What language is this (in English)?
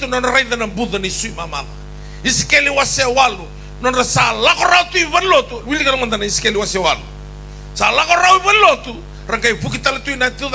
Fijian